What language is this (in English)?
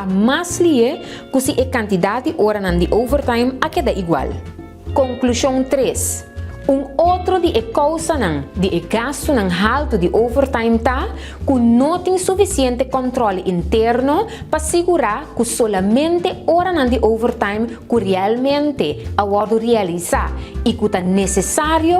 Papiamento